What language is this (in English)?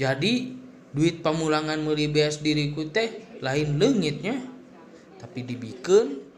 Sundanese